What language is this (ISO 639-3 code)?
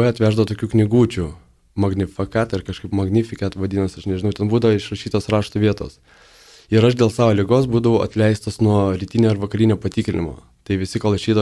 lit